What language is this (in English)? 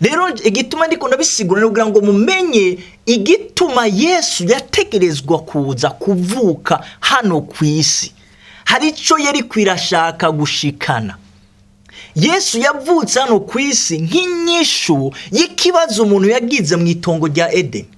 Rundi